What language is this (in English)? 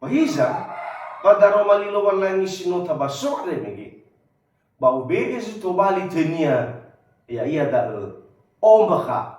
Nias